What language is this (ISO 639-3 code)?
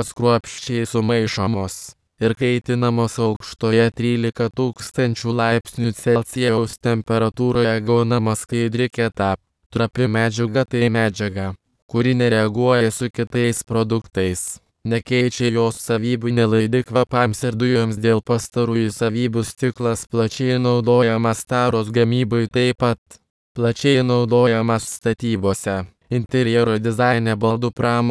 lit